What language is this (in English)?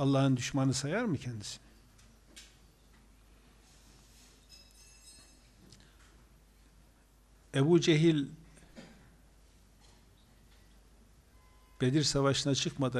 Turkish